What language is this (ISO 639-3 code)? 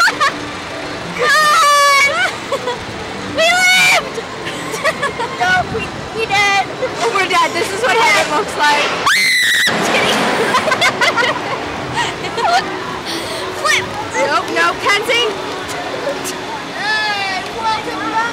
eng